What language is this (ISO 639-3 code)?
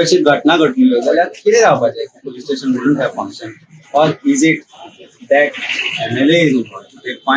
kok